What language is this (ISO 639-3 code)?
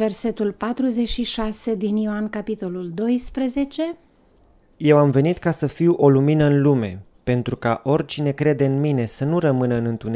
ron